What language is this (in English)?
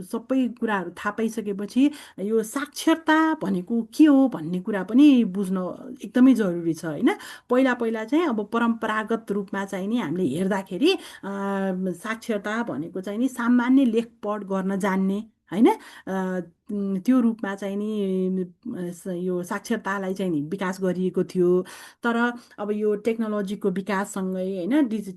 Nepali